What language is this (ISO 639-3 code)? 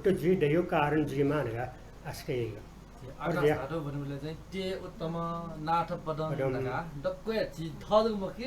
new